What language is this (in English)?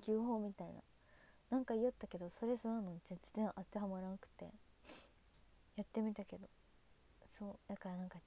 Japanese